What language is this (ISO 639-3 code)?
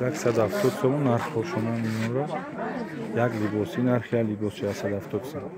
tgk